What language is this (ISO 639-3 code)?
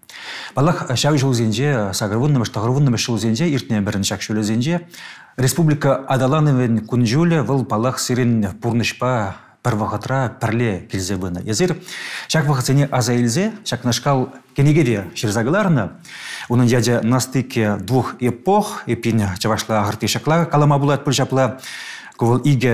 chv